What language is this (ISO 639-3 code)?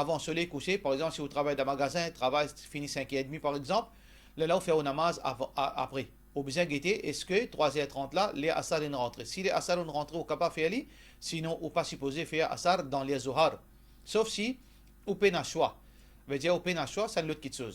mfe